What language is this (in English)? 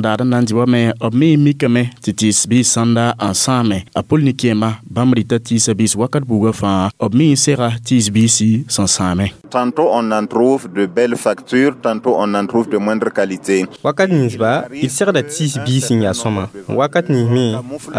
Mossi